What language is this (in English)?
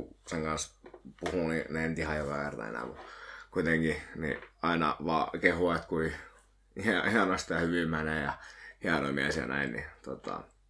Finnish